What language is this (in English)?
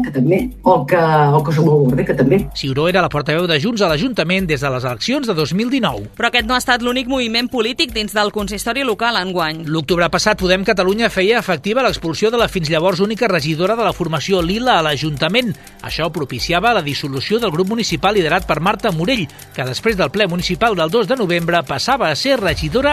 Catalan